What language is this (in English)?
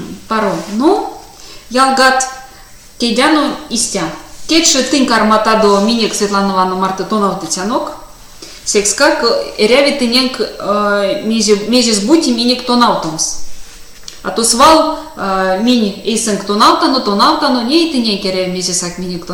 Erzya